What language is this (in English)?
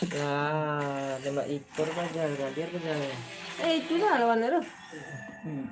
Minangkabau